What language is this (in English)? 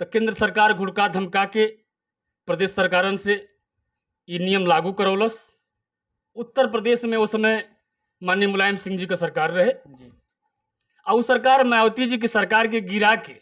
Bhojpuri